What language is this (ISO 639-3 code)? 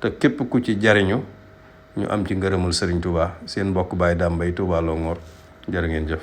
wol